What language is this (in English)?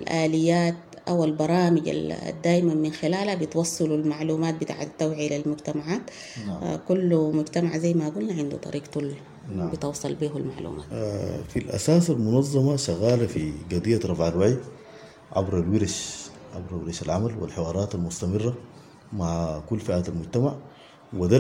Sudanese Arabic